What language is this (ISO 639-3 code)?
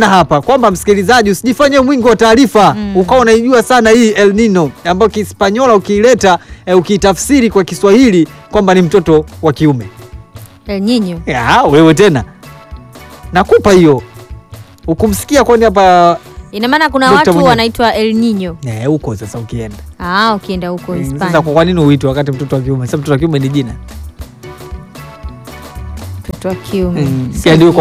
swa